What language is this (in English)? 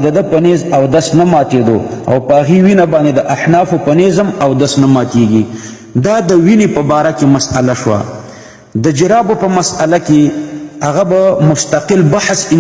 Pashto